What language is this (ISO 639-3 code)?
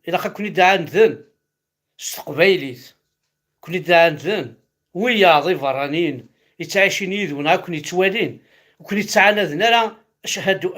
kab